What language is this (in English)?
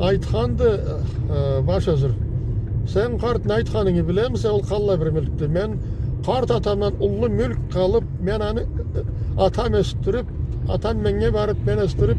Karachay-Balkar